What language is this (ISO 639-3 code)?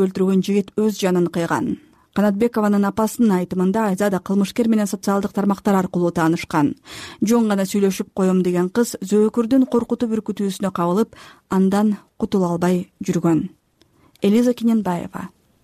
kir